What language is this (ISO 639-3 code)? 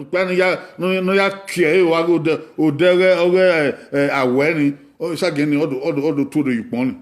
bin